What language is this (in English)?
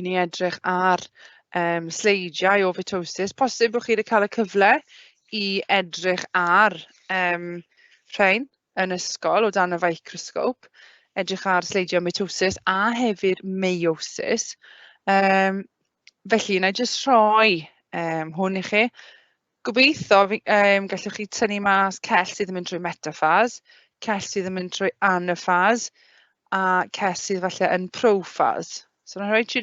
Welsh